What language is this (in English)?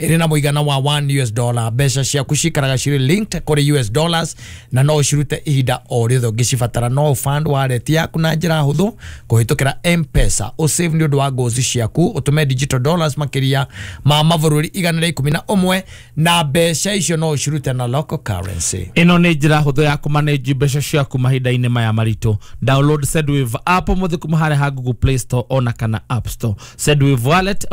Kikuyu